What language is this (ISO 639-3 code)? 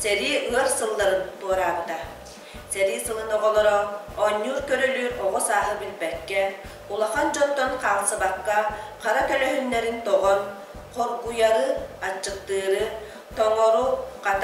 sah